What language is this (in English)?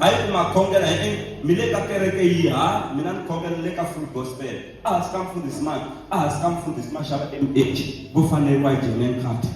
Tsonga